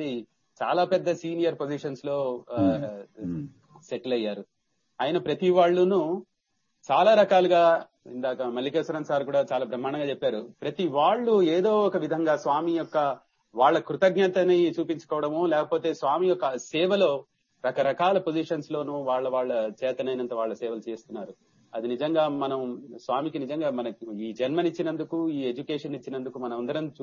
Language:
Telugu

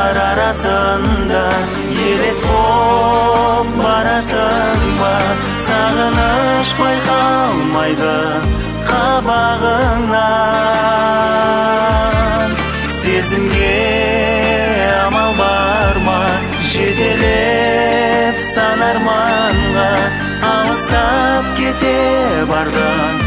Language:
Kazakh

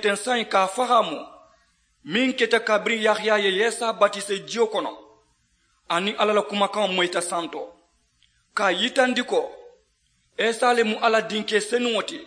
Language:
Mandingo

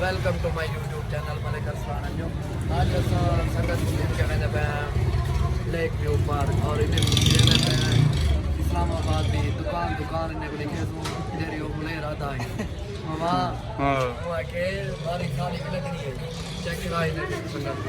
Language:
Saraiki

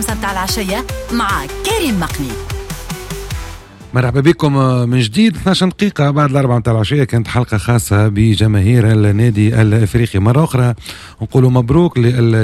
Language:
Tunisian Arabic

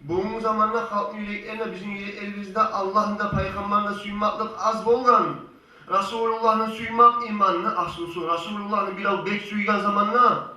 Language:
Kumyk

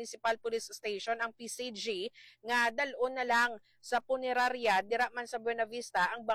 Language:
Hiligaynon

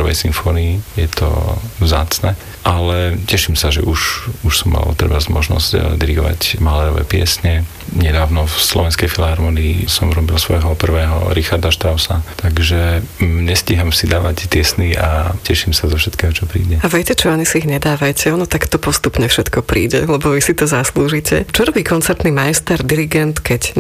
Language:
Slovak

